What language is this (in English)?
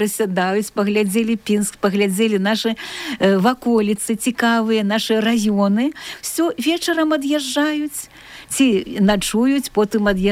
Belarusian